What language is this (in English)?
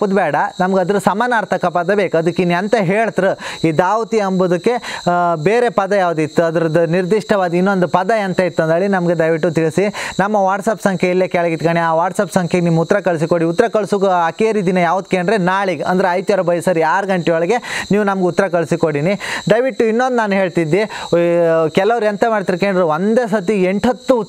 Kannada